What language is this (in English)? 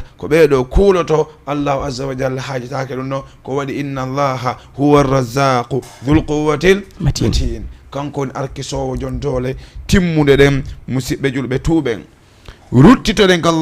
Fula